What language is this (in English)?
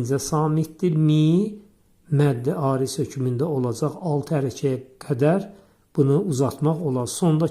Azerbaijani